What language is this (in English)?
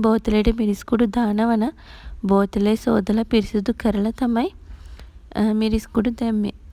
Sinhala